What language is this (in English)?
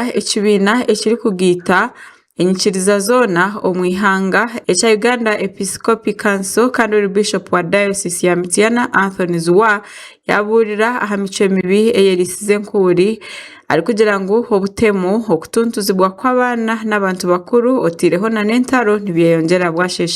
Nyankole